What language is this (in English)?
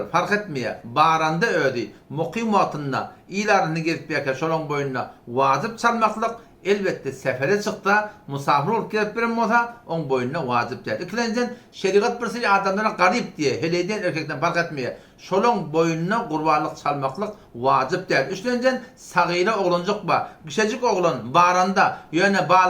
Turkmen